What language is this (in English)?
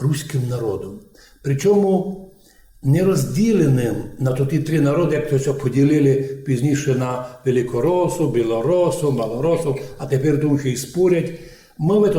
Rusyn